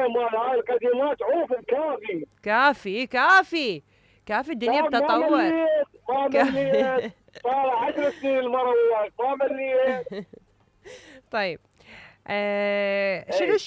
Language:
Mesopotamian Arabic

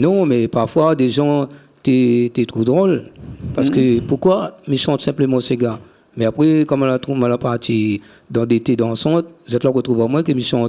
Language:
Réunion Creole French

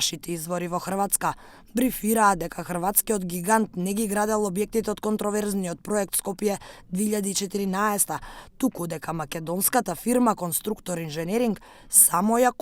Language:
Macedonian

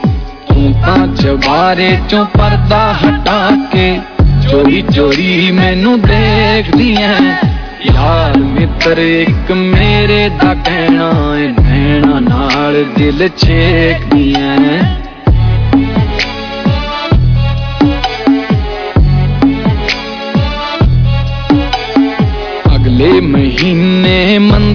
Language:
Punjabi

